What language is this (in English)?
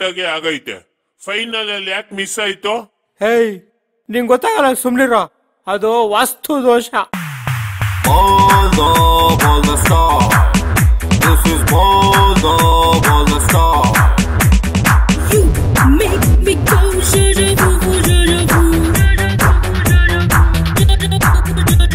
Kannada